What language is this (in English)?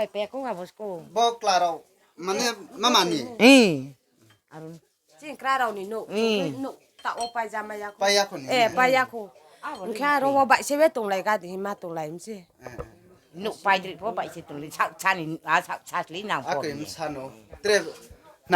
Riang (India)